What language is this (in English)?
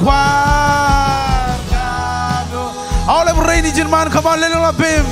Marshallese